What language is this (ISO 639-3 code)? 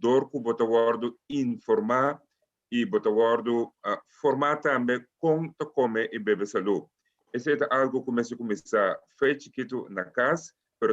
pap